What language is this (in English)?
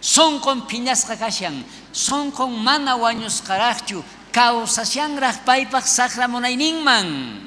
South Bolivian Quechua